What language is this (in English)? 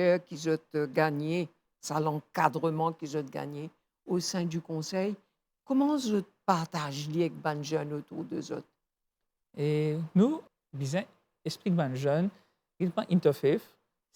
Morisyen